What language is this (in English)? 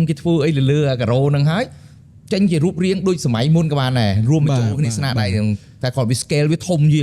Khmer